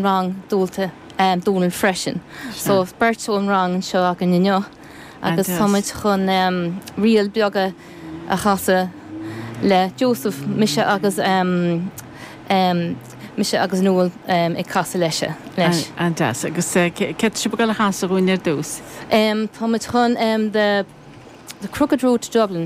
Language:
Irish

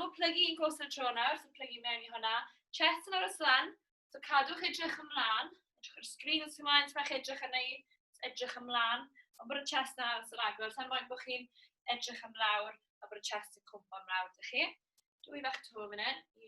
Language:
Welsh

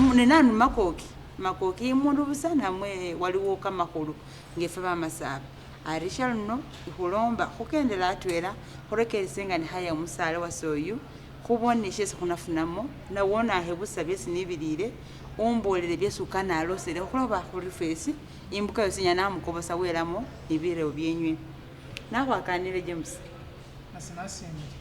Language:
Masaaba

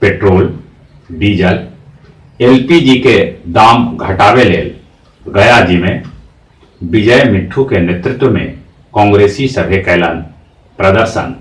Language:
Magahi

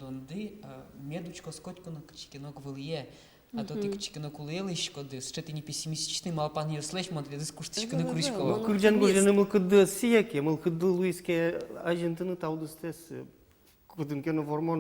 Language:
Udmurt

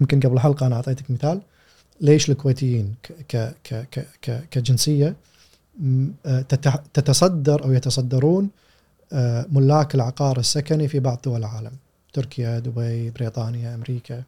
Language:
Gulf Arabic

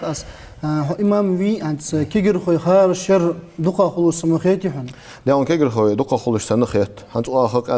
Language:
Ingush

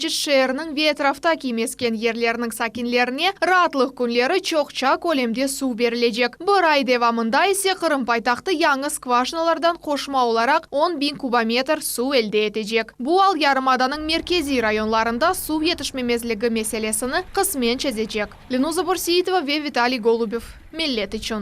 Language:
Crimean Tatar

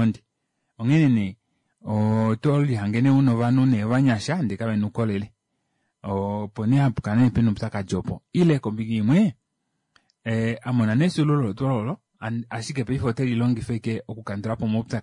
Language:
Kuanyama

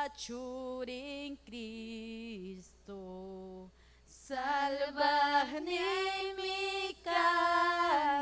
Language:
Ayacucho Quechua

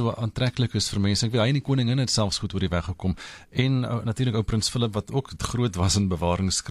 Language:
Afrikaans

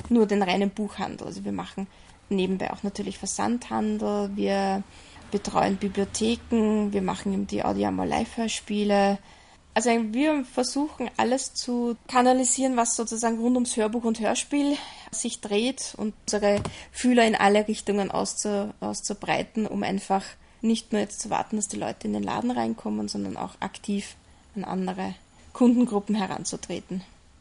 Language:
German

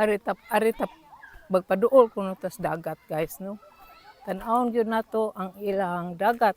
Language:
Cebuano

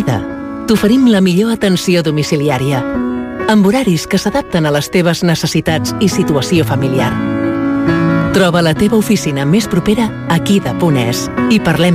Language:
Catalan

